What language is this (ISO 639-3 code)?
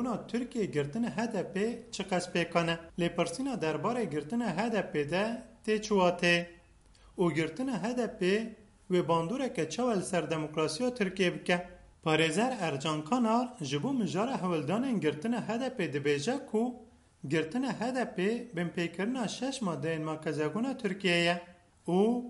kur